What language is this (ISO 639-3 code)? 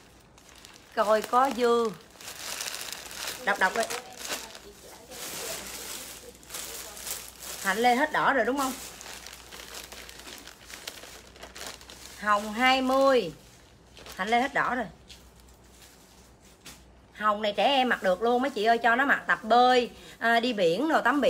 vie